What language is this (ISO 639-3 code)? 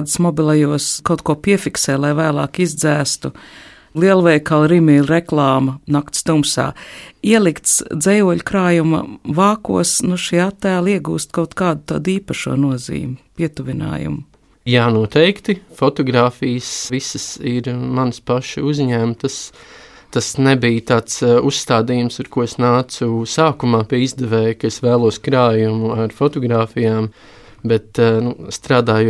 lav